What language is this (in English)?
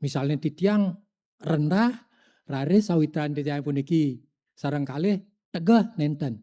Balinese